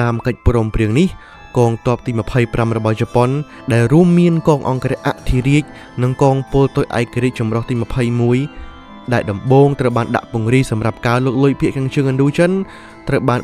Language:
Khmer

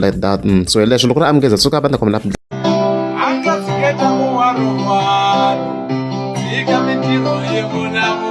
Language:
Tsonga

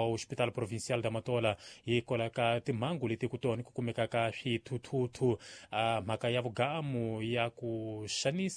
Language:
Tsonga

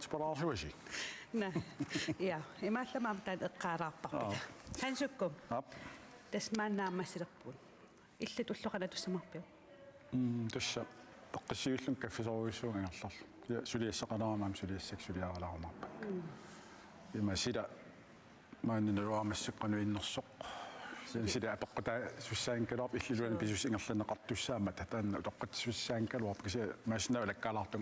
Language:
Kalaallisut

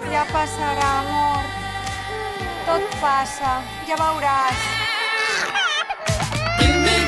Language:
Catalan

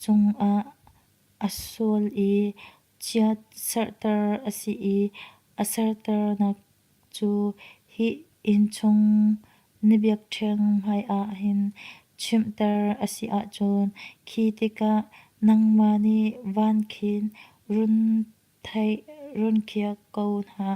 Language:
Hakha Chin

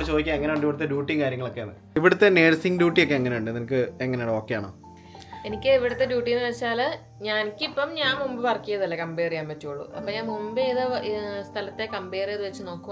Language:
Malayalam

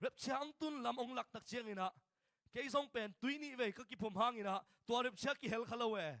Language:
Tedim Chin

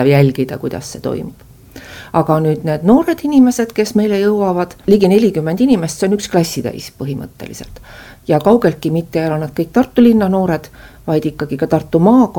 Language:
Estonian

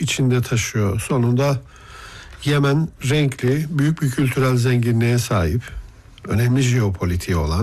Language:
Turkish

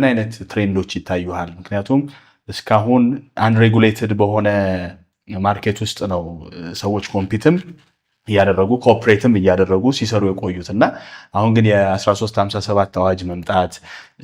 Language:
Amharic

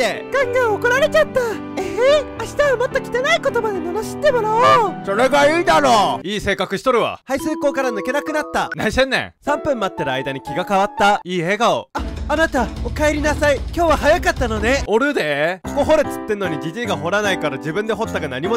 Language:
Japanese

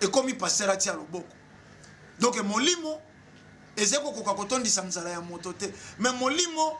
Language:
Lingala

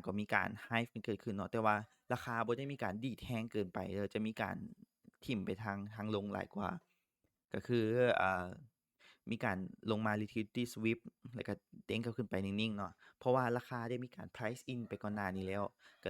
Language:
Lao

